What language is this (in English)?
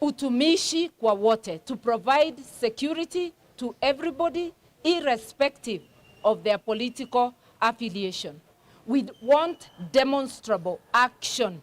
Kamba